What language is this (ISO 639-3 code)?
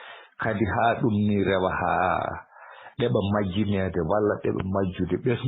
ful